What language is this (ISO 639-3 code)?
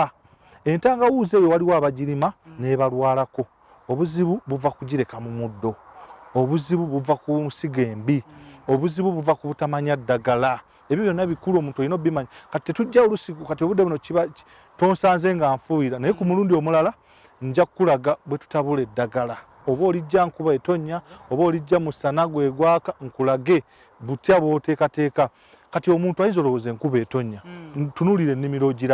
lug